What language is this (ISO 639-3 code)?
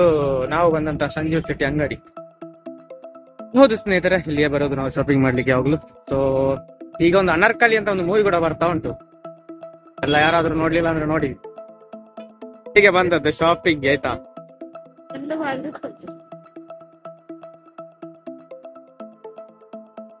kan